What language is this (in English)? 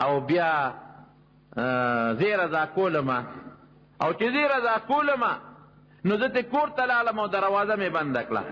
Pashto